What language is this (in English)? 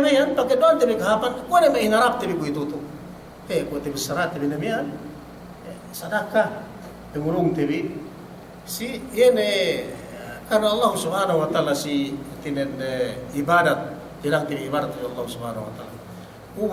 Yakan